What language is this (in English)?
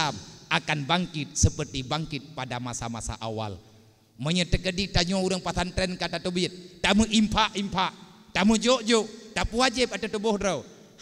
Achinese